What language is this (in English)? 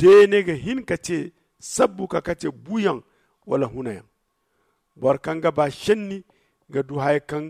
Zarma